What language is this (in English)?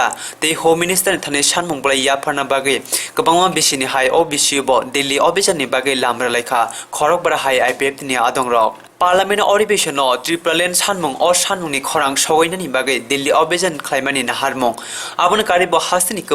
Kok Borok